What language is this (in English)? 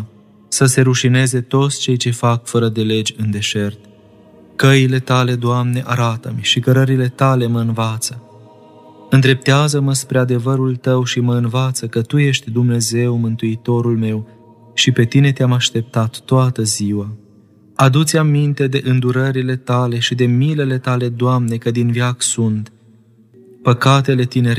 Romanian